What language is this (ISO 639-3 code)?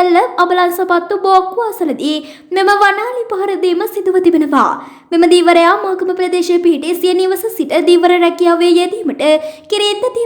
sin